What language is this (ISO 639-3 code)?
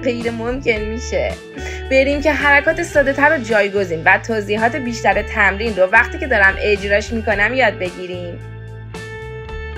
fas